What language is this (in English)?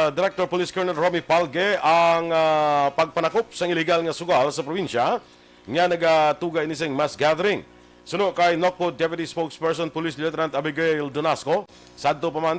Hiligaynon